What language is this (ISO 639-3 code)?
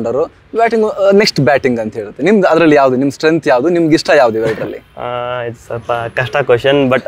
kan